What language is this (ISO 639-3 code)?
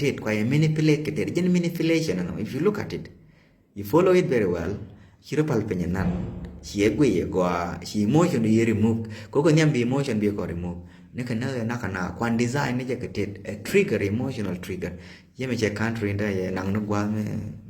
nus